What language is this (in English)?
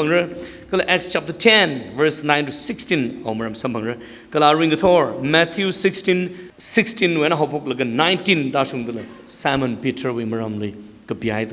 Tangkhul Naga (India)